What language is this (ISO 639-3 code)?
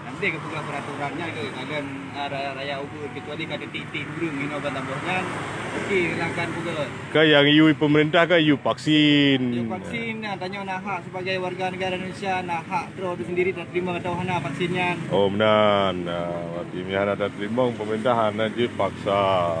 ace